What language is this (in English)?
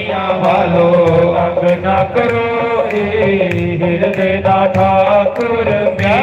Dogri